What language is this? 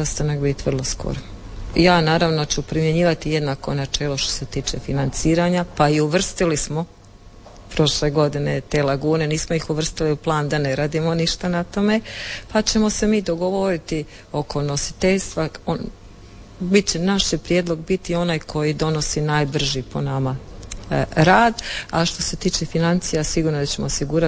Croatian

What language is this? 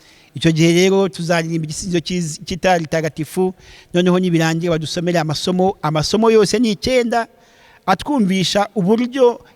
Kinyarwanda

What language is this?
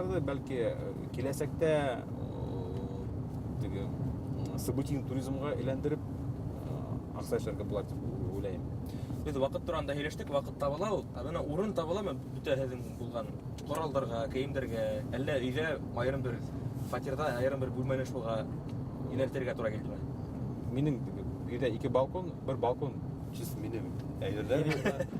Bashkir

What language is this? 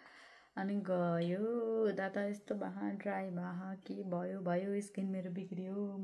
Nepali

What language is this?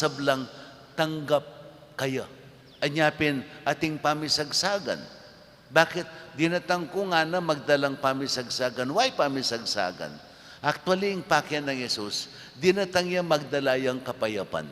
Pampanga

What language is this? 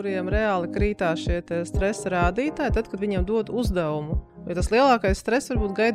Latvian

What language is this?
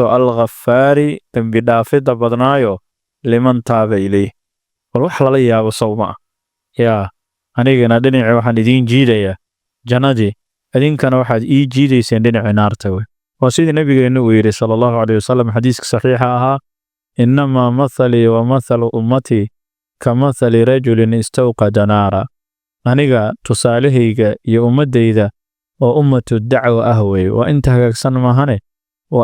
Somali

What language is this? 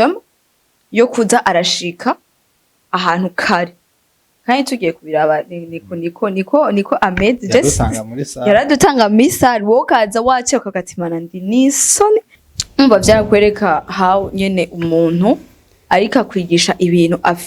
Rundi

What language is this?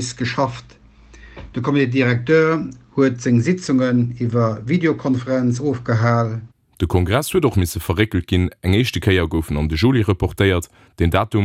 Luxembourgish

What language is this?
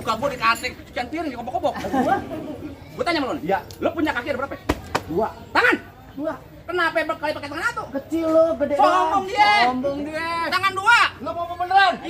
Betawi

